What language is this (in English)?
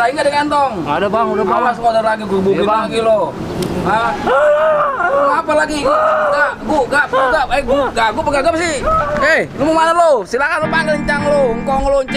Betawi